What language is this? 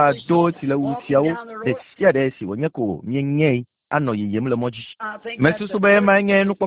Ewe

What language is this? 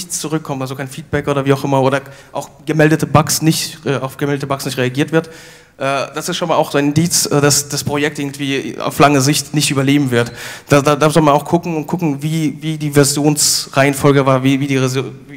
German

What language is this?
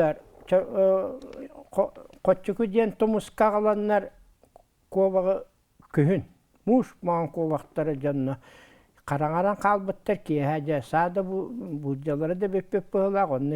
Yakut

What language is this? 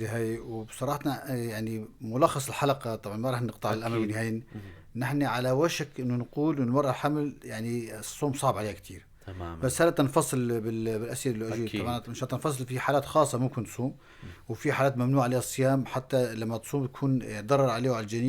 North Levantine Arabic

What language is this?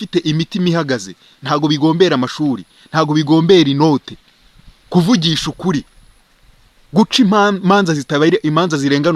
Kinyarwanda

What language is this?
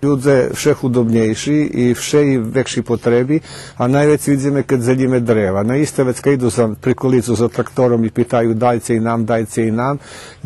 Rusyn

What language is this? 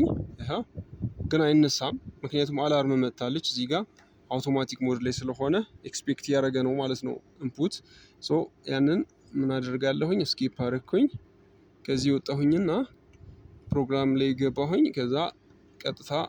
Amharic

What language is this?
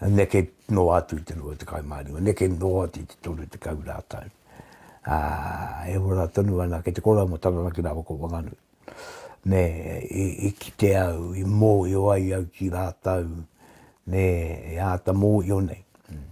Māori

